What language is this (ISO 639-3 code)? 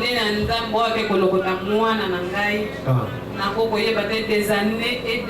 lin